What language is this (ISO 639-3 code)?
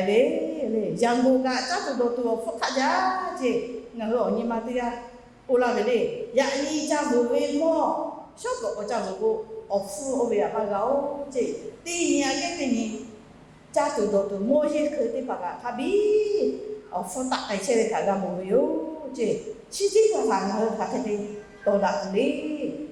lhu